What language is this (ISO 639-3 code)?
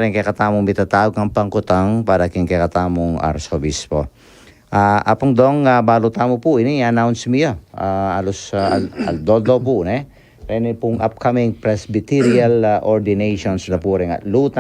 pam